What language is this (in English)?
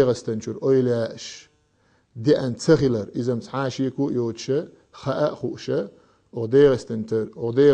Chechen